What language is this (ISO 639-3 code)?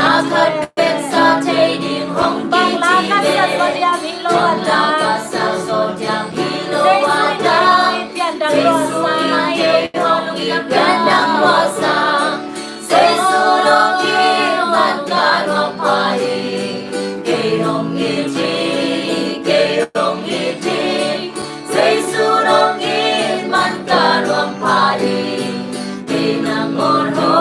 ctd